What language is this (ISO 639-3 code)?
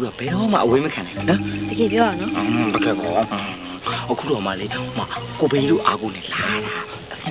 mya